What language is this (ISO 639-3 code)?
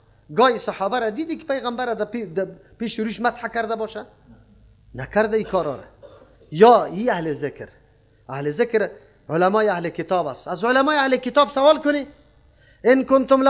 fas